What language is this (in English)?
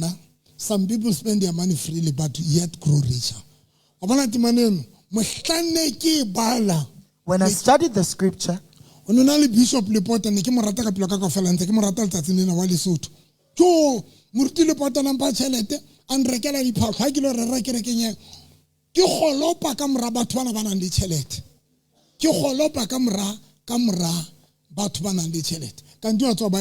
Southern Sotho